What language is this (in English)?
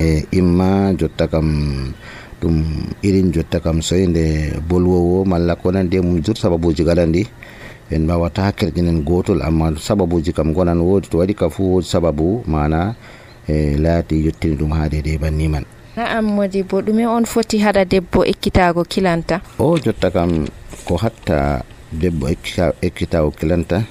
Nigerian Fulfulde